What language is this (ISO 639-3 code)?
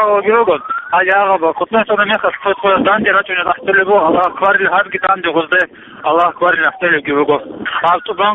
ava